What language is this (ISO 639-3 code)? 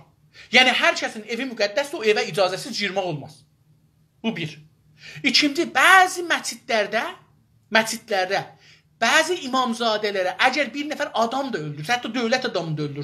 azb